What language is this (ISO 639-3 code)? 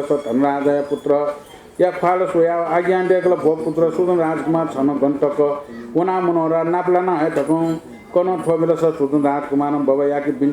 new